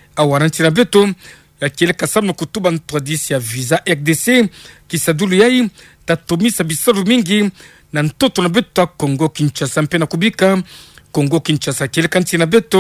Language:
Kituba (Democratic Republic of Congo)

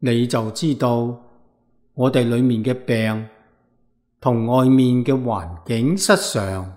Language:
Cantonese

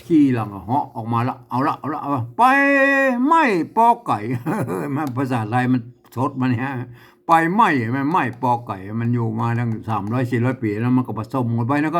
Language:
Northern Thai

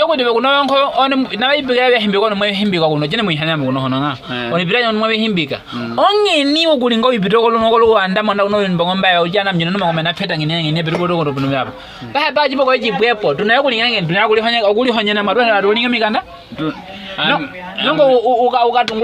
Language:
Nyaneka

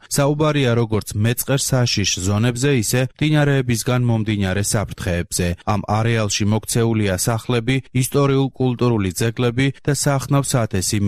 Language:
Georgian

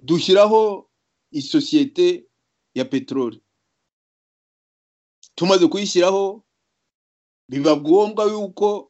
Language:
Kinyarwanda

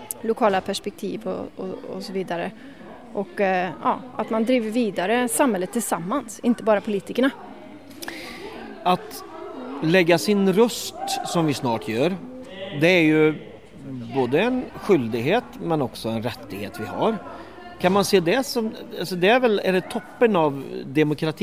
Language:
Swedish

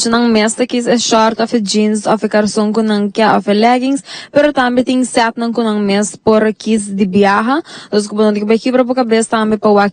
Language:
Papiamento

